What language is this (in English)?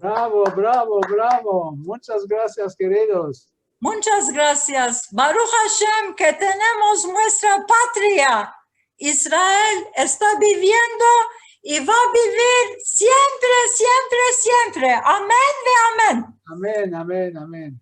Ladino